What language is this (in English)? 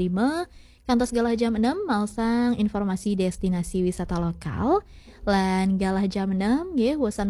Balinese